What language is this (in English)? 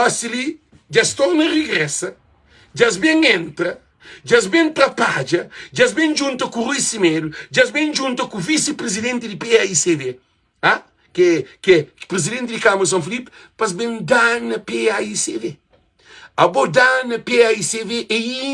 Kabuverdianu